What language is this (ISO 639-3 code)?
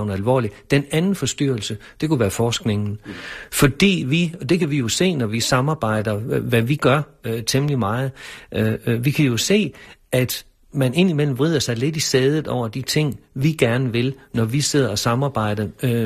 dan